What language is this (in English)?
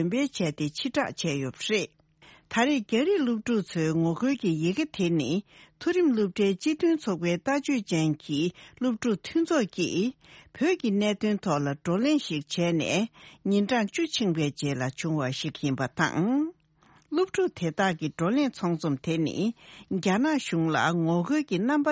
Tibetan